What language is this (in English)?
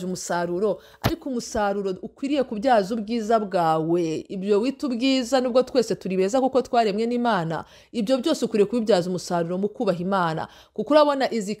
Kinyarwanda